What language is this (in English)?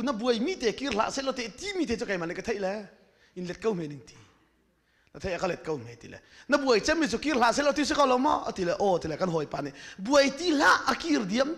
Hakha Chin